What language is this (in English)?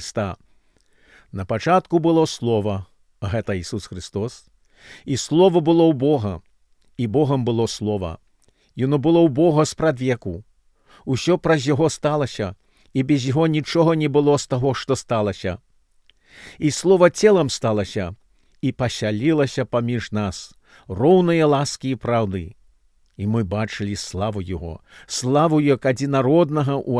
Belarusian